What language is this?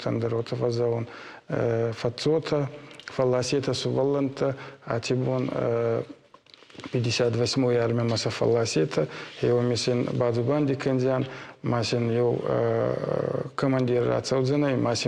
Ossetic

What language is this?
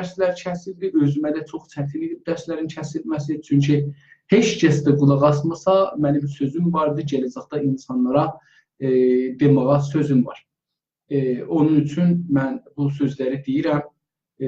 South Azerbaijani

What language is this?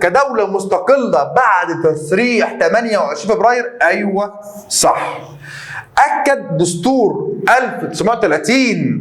Egyptian Arabic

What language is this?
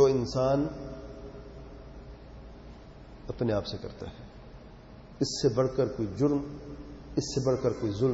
Urdu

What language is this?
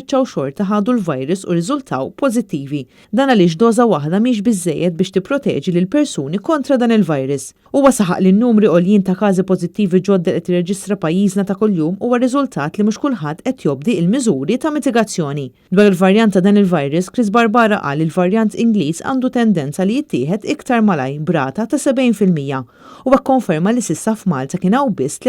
Maltese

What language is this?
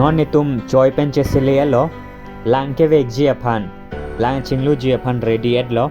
Karbi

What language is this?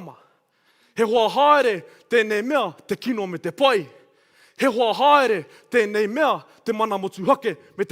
Māori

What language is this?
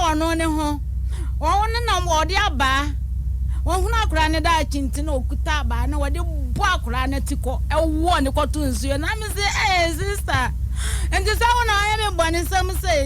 Akan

